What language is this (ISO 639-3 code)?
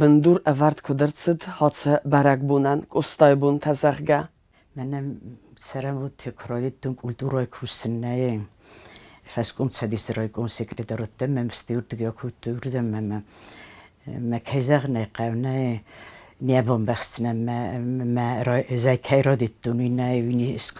oss